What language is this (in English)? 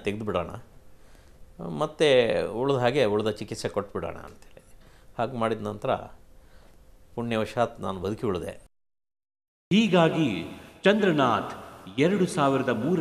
Kannada